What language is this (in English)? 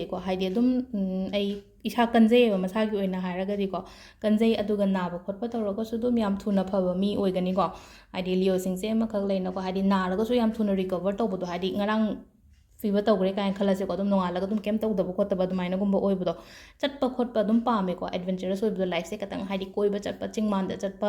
Manipuri